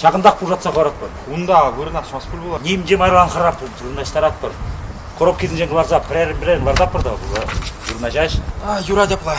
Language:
Chuvash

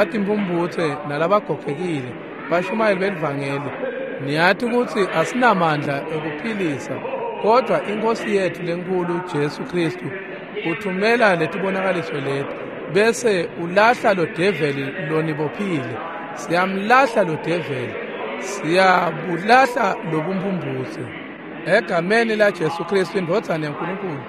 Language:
Swati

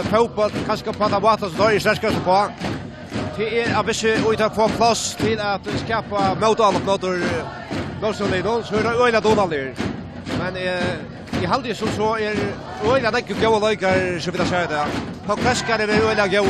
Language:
Faroese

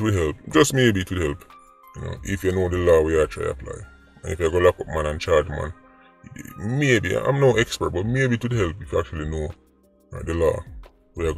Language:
Jamaican Creole English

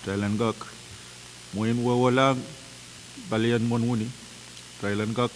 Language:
Pohnpeian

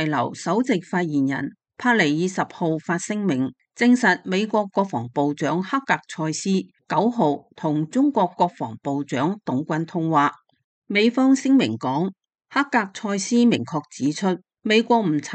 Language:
Cantonese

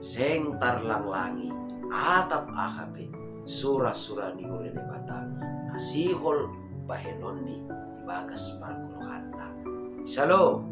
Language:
Batak Simalungun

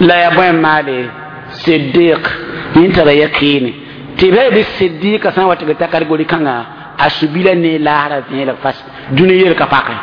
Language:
Mossi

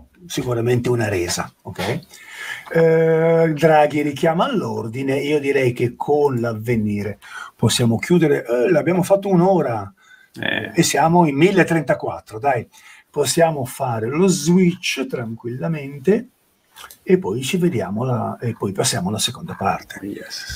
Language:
Italian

